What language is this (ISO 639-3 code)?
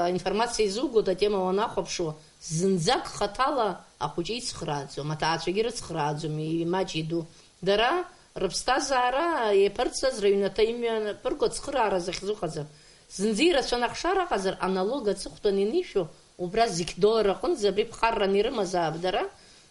abk